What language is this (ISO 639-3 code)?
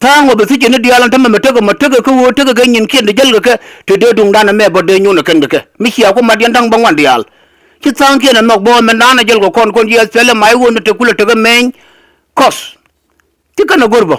nus